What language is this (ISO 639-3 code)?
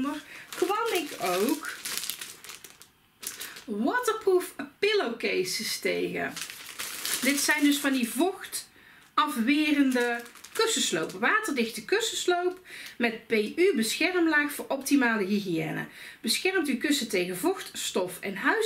nld